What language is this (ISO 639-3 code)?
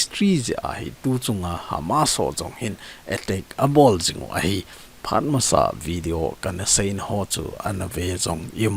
tcz